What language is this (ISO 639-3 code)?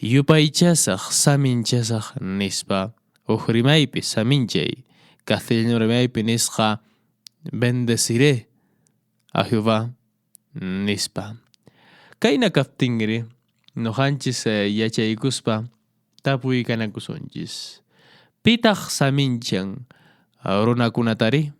que